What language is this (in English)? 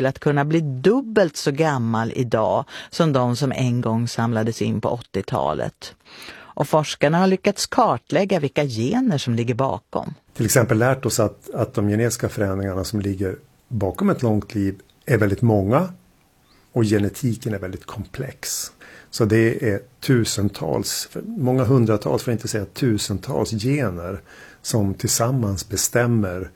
Swedish